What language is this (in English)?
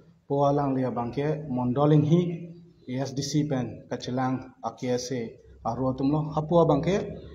Karbi